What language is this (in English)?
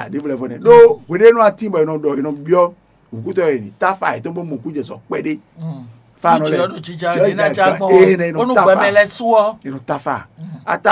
Fon